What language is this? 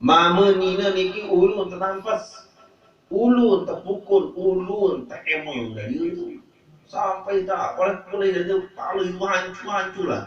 Sasak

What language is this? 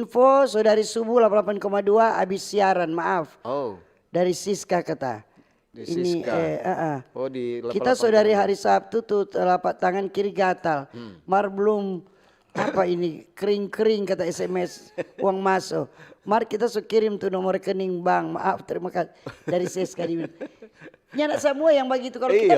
Manado Malay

